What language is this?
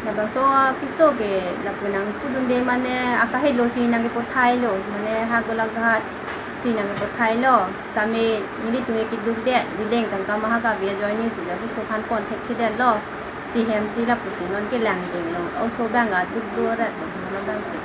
Karbi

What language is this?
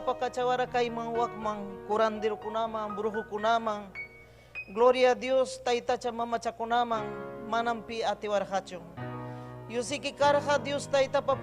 Ayacucho Quechua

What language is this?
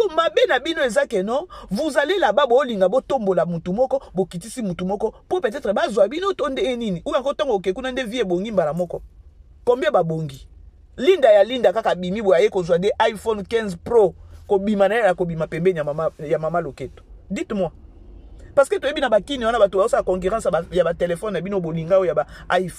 Lingala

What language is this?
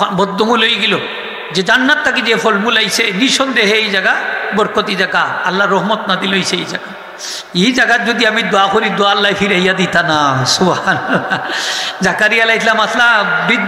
Sylheti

